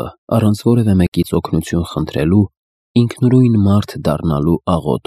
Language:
Armenian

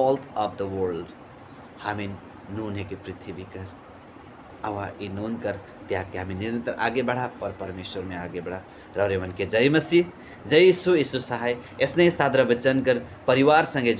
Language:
Sadri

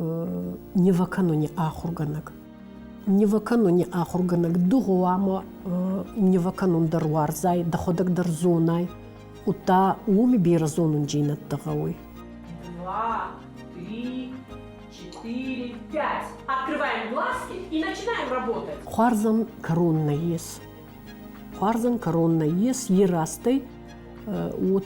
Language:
Ossetic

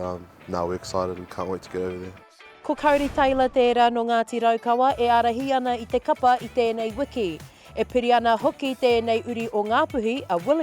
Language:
Māori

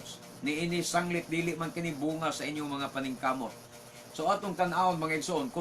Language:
Cebuano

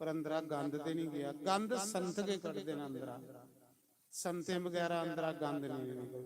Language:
Dogri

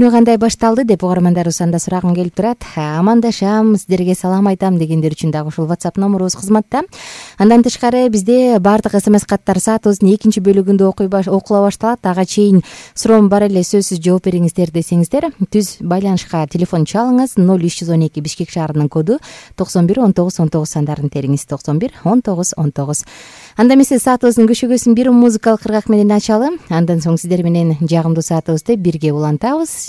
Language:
Kyrgyz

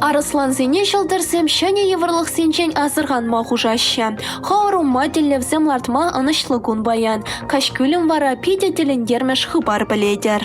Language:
Chuvash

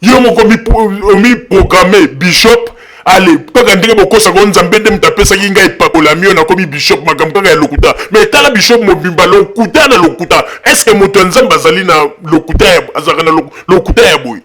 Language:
Lingala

